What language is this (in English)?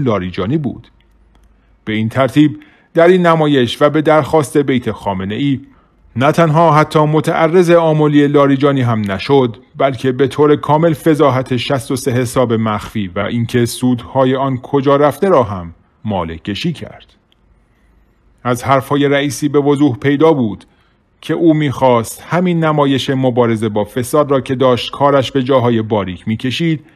Persian